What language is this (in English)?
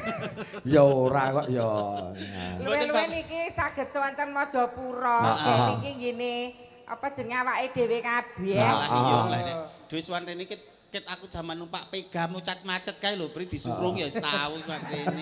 Javanese